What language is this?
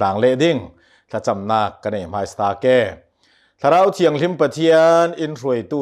Hakha Chin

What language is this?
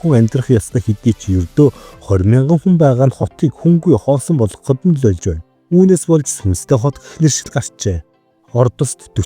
Mongolian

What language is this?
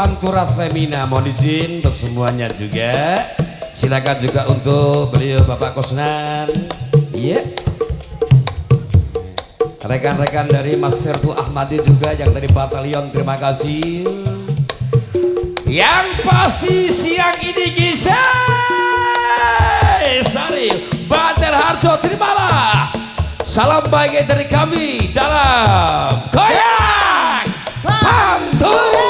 Indonesian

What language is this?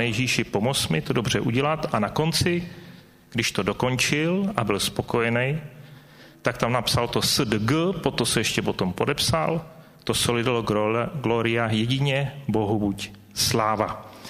Czech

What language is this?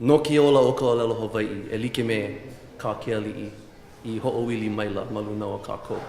Hawaiian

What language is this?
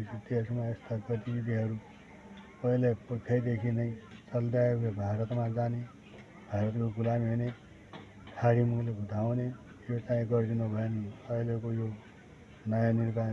Nepali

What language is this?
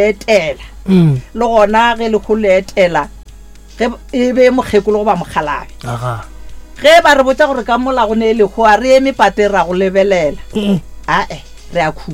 Northern Sotho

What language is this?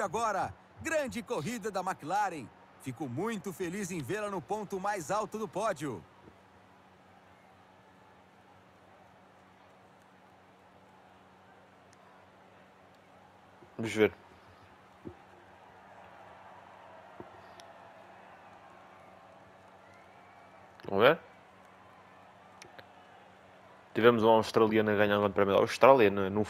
Portuguese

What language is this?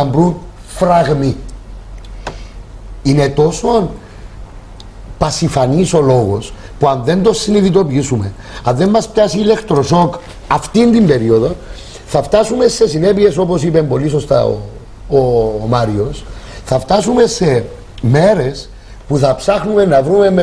Greek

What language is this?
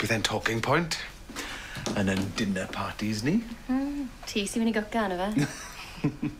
Welsh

